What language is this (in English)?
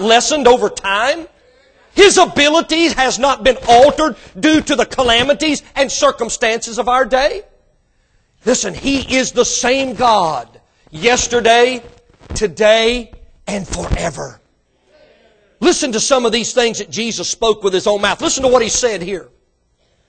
English